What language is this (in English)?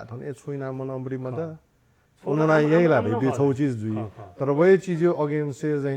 Newari